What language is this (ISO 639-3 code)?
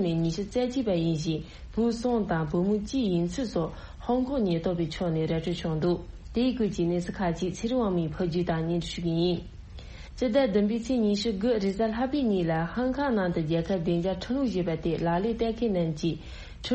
bod